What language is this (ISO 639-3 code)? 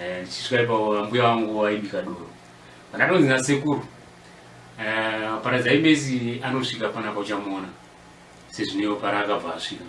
sna